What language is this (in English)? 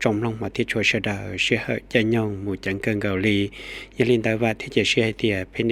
Hmong